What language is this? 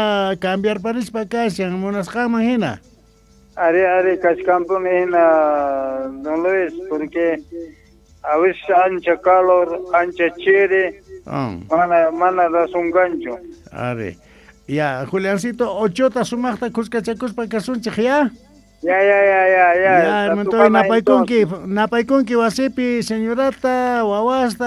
Quechua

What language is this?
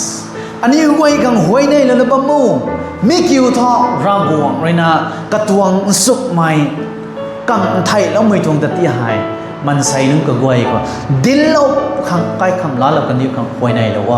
Rongmei Naga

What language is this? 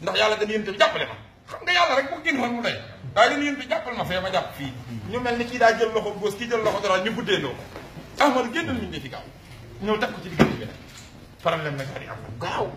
Wolof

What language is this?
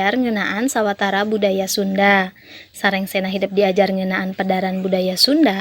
Sundanese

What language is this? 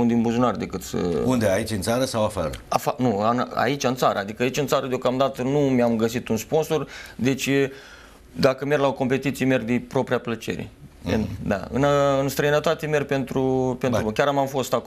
Romanian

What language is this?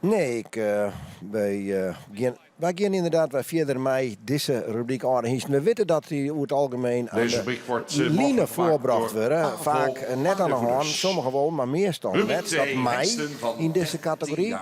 Western Frisian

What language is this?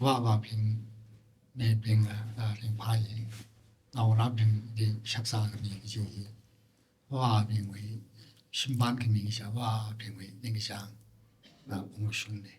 Tangkhul Naga (India)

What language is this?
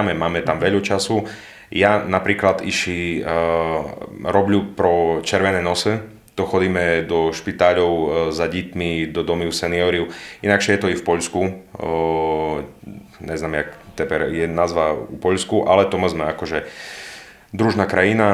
Rusyn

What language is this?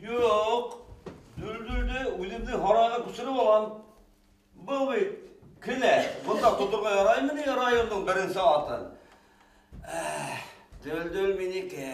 Bashkir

